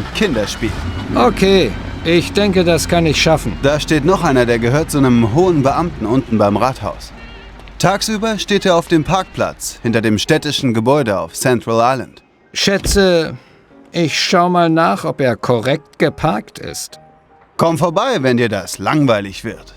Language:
Bavarian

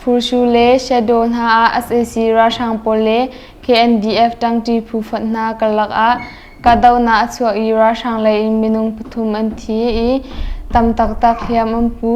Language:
Hakha Chin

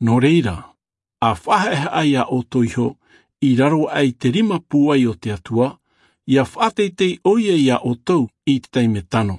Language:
Tahitian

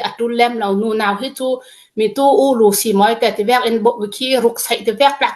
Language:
Hakha Chin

